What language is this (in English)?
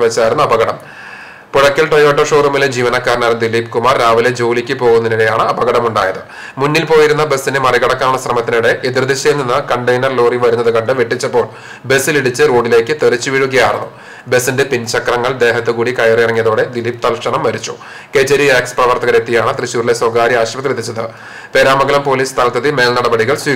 Malayalam